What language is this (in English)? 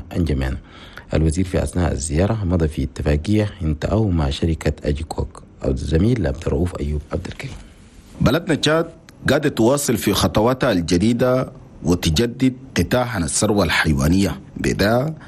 Chadian Arabic